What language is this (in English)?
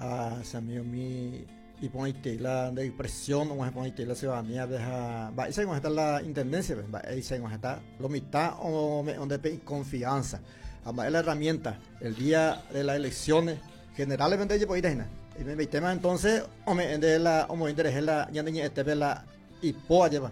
Guarani